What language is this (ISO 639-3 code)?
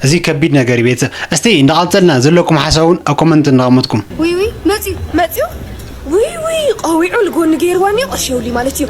tir